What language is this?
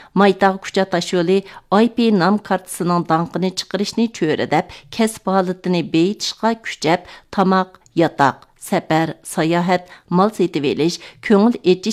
Uyghur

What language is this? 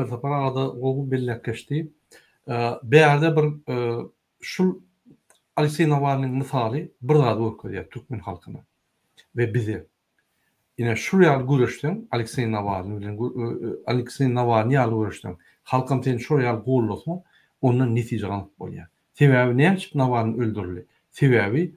Turkmen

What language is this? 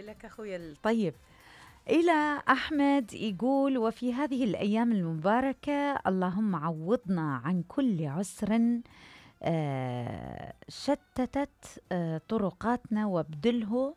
Mesopotamian Arabic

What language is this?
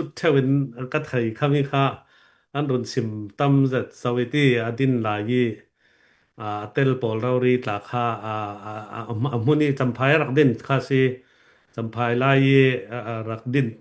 Falam Chin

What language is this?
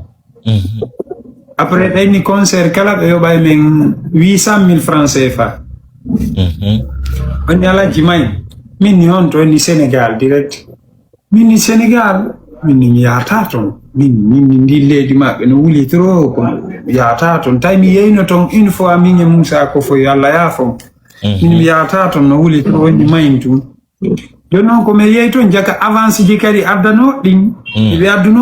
Fula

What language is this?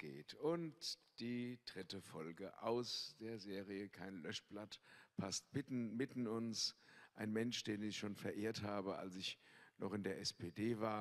German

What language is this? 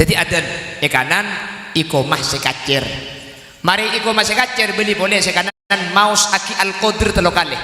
Madurese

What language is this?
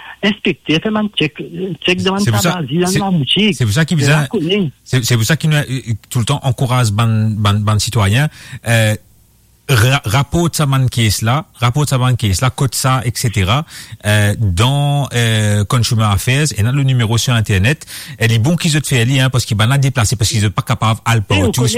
Morisyen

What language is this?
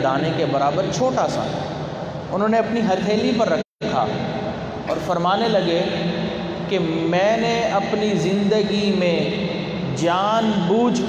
Urdu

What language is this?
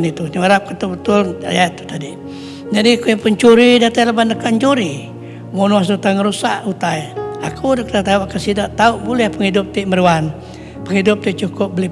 Iban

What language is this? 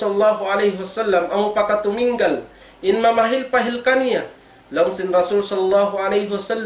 Tausug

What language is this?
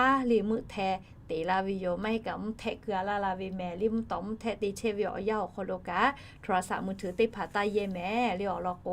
Lahu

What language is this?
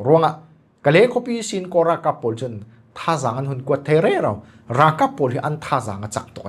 Falam Chin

